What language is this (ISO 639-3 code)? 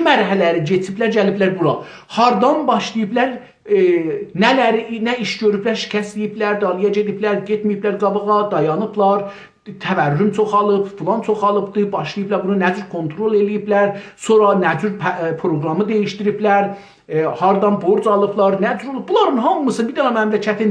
azb